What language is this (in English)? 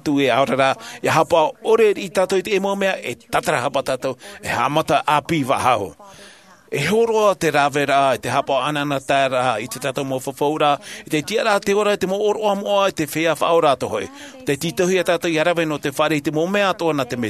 Tahitian